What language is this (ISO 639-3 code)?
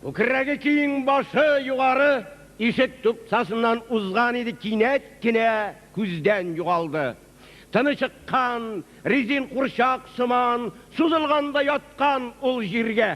tat